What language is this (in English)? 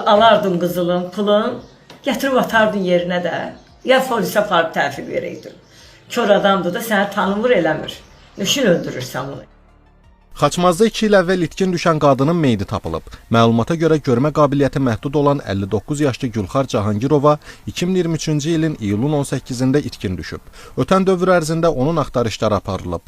Azerbaijani